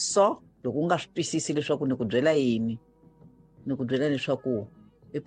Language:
Tsonga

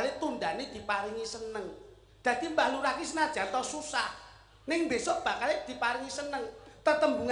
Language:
Javanese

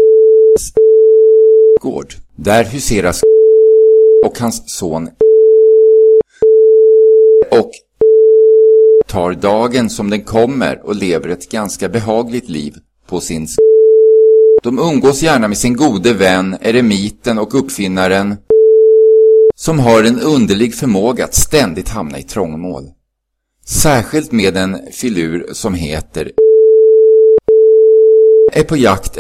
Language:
Swedish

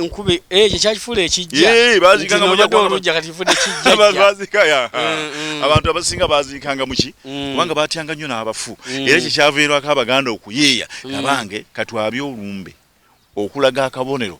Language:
Ganda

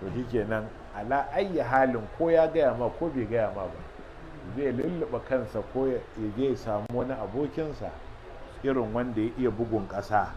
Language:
Hausa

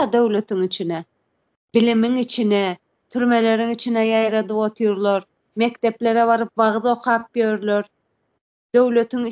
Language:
Turkmen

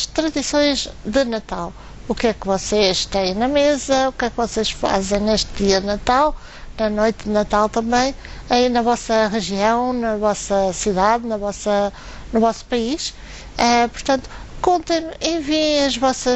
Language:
Portuguese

